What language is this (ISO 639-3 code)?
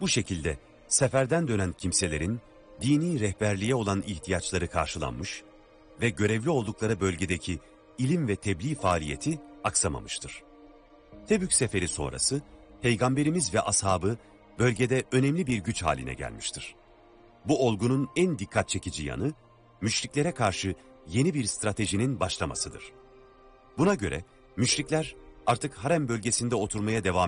tur